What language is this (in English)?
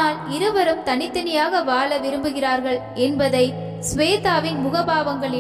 Tamil